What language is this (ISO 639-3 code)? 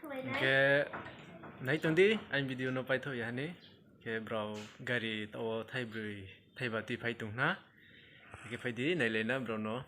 ria